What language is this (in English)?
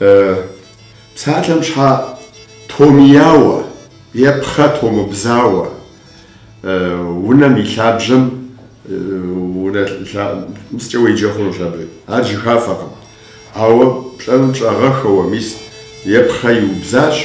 Kabardian